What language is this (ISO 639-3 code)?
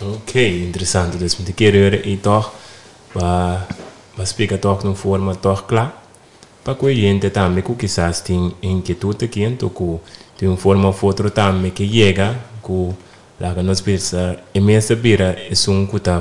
pap